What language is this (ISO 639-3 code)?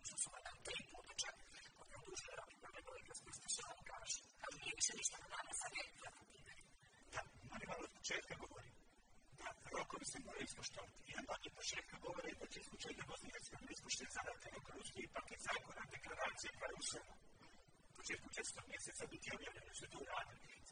bos